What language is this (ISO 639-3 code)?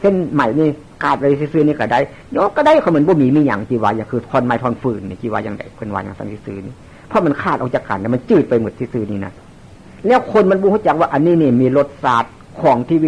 tts